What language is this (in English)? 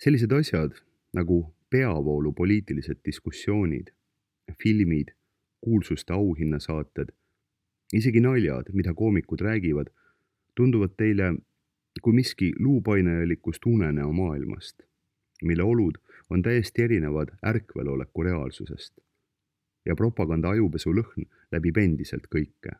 Estonian